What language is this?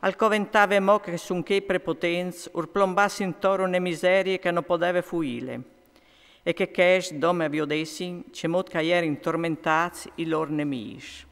Friulian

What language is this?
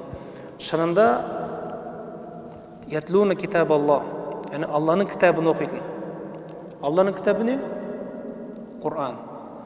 Kazakh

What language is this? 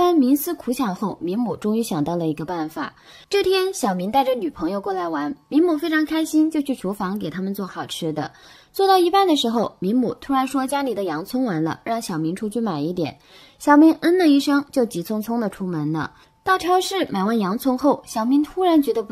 Chinese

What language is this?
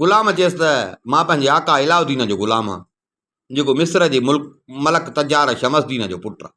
Sindhi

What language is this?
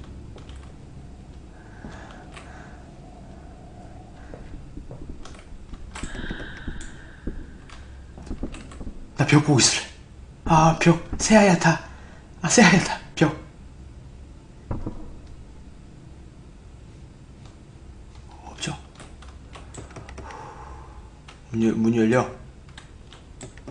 Korean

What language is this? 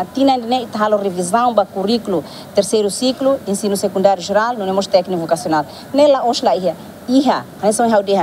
Tetum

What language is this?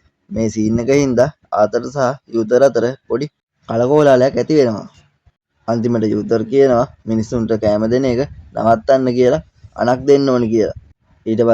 Sinhala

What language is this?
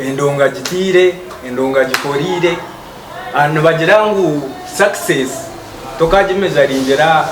Nyankole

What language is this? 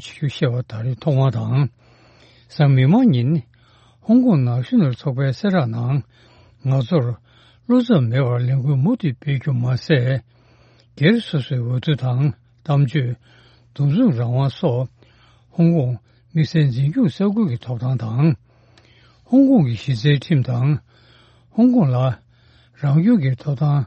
Tibetan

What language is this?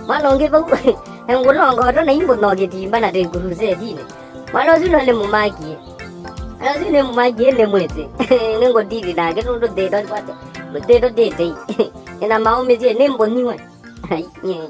Kamba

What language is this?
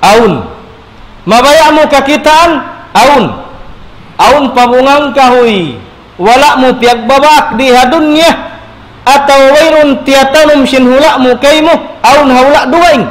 Tausug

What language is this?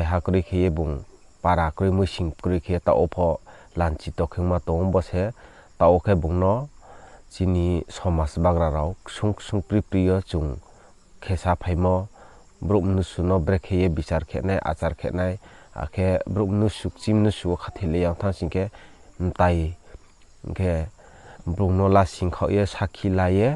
Riang (India)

